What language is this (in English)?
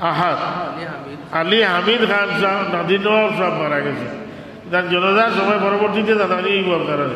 Sylheti